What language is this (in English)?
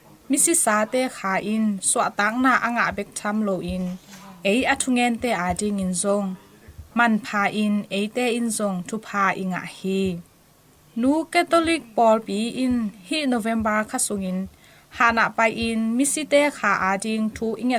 Tedim Chin